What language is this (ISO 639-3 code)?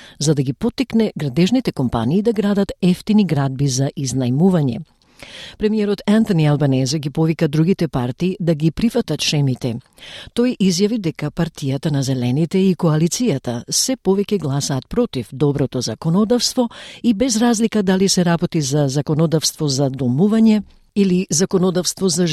mkd